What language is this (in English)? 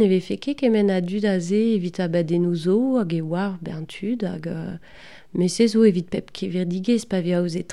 Breton